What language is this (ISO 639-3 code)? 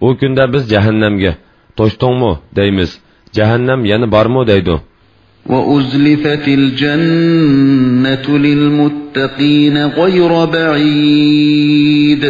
uig